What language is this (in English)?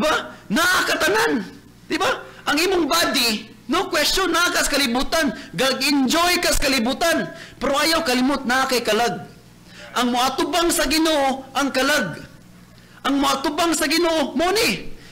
Cebuano